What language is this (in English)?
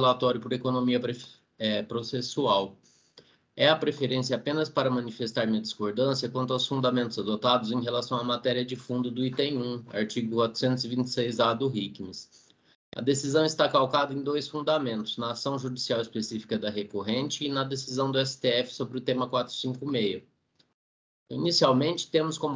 Portuguese